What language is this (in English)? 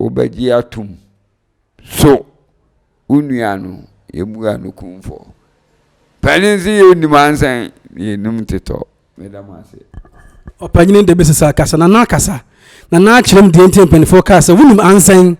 Akan